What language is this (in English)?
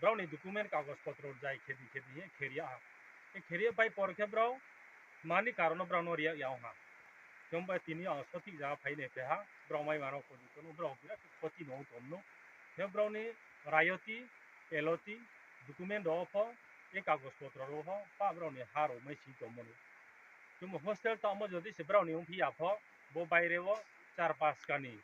Riang (India)